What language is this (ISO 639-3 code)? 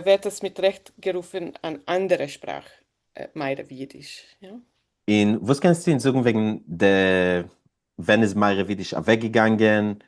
yid